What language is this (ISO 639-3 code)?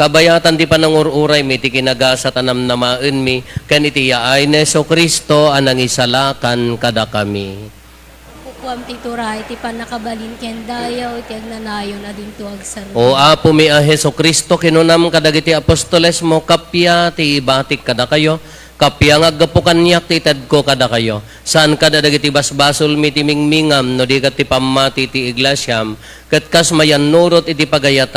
ilo